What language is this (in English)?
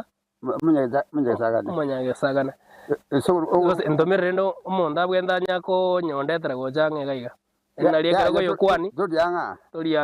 Gusii